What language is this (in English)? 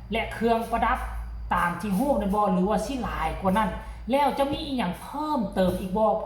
Lao